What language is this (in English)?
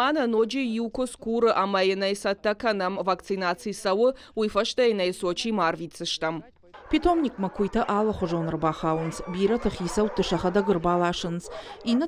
Ossetic